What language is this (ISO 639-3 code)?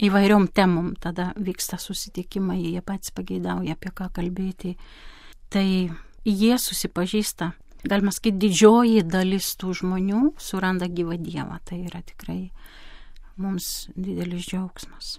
lit